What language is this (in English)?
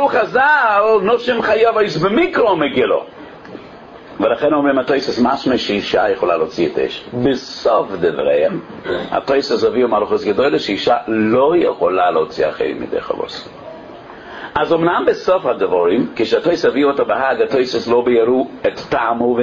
Hebrew